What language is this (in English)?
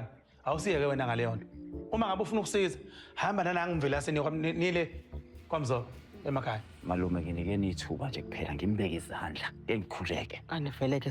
Zulu